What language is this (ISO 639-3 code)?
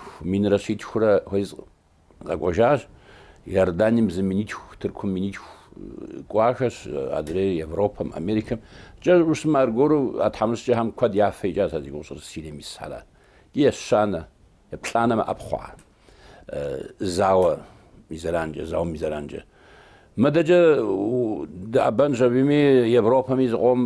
kbd